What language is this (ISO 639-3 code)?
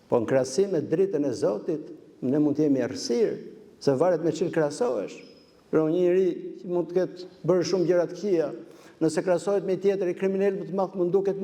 sqi